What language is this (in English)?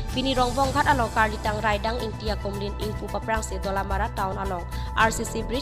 Karbi